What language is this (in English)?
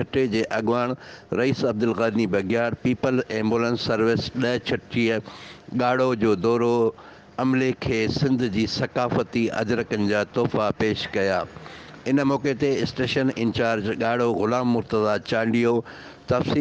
Sindhi